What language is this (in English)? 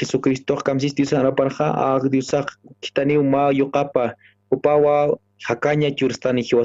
Aymara